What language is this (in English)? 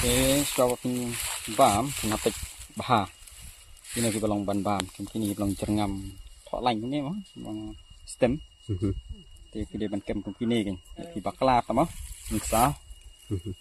Khasi